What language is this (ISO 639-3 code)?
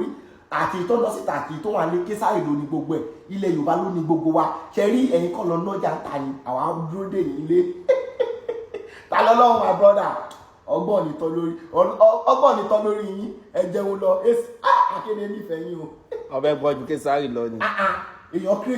yor